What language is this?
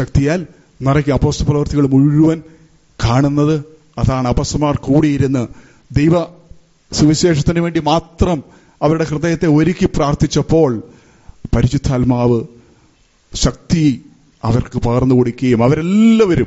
Malayalam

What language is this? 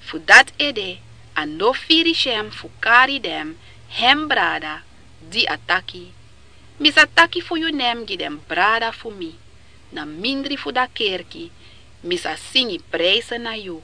Sranan Tongo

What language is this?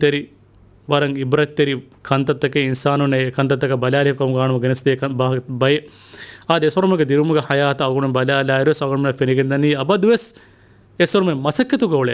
Divehi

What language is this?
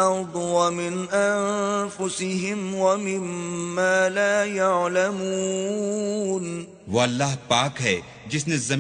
Urdu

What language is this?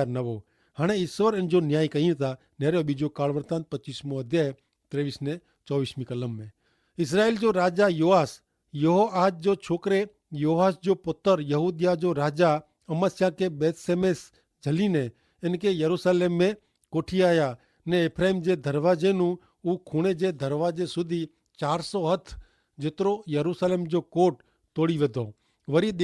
Kachhi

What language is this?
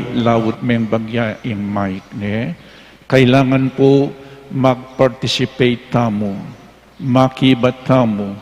Pampanga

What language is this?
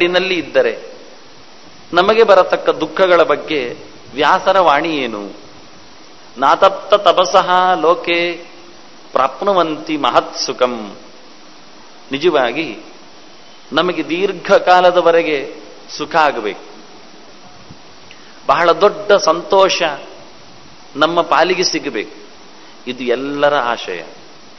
Kannada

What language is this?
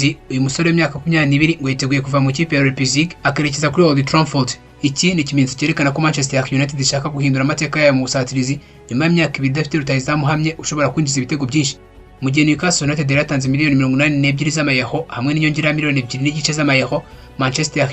Kinyarwanda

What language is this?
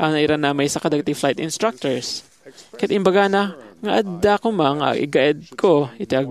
Iloko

